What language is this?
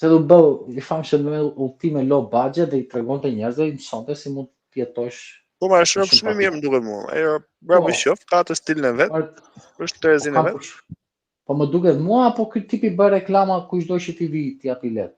Albanian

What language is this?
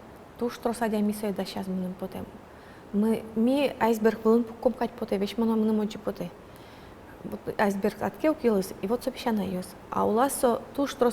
Udmurt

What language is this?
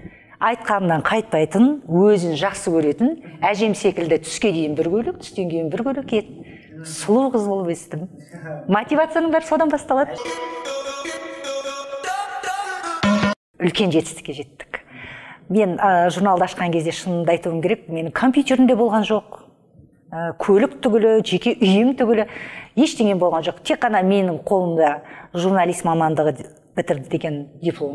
Kazakh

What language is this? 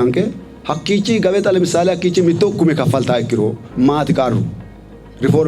Sidamo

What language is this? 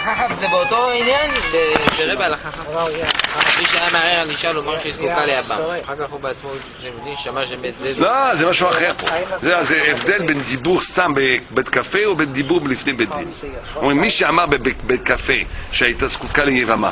Hebrew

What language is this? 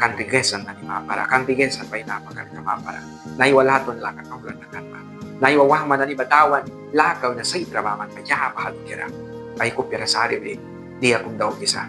Mískito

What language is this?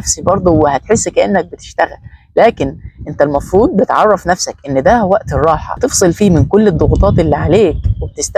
Egyptian Arabic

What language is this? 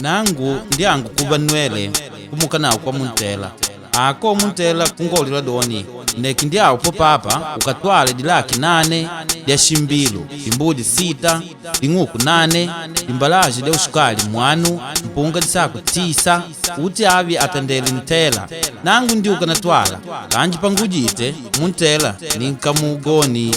Makonde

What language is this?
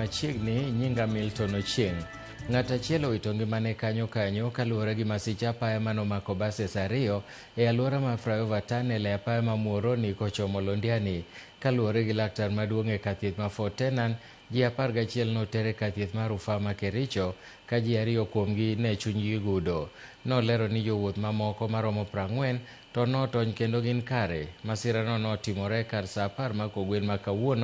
Luo (Kenya and Tanzania)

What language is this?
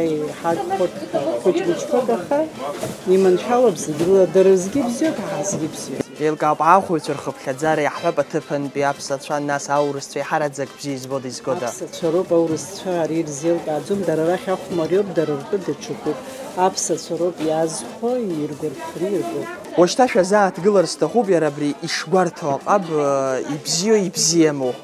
Abkhazian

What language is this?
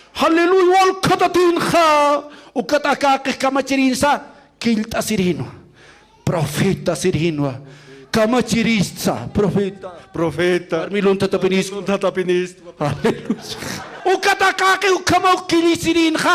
Aymara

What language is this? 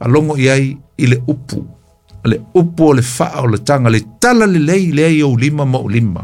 Samoan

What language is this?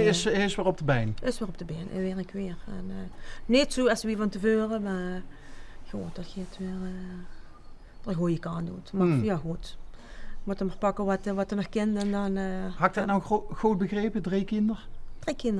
Limburgish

